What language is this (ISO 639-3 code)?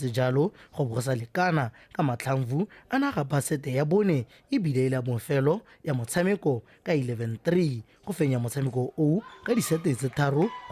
tsn